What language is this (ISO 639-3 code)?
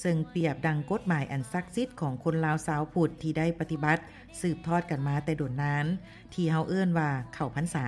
lao